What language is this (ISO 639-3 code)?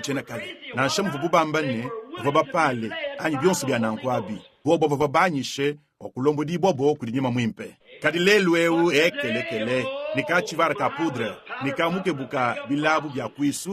lua